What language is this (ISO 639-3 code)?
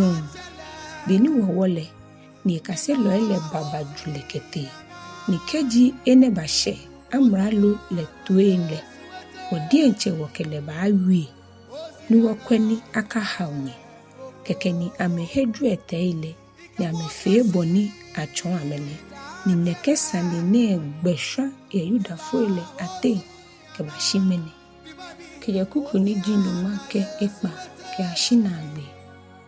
gaa